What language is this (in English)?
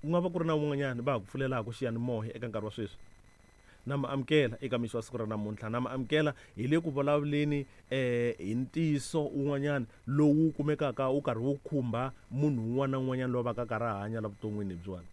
Tsonga